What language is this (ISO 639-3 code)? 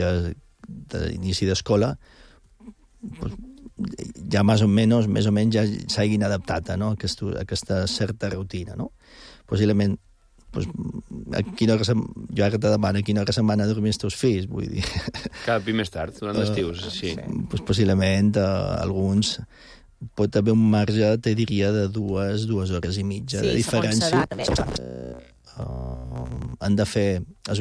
cat